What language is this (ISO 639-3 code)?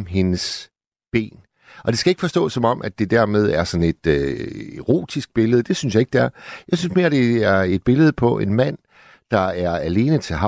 dan